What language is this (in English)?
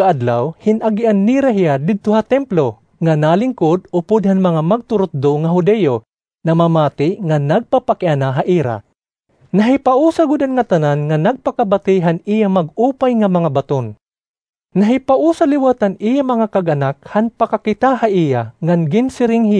Waray